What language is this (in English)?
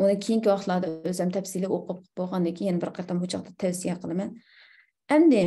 Uyghur